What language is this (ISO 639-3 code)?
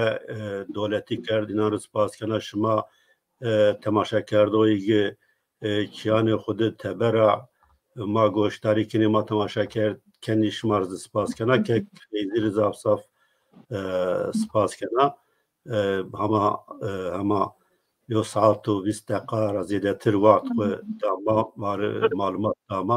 zza